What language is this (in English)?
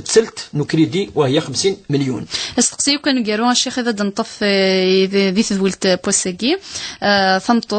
Kabyle